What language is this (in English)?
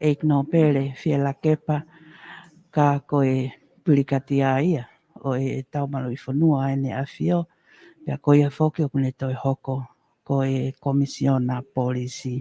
Tongan